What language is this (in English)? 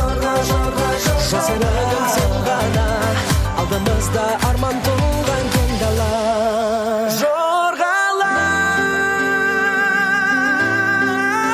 Kazakh